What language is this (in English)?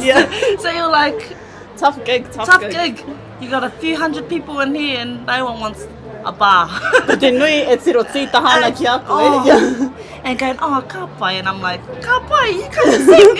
Māori